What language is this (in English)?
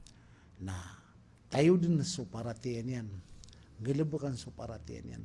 Maranao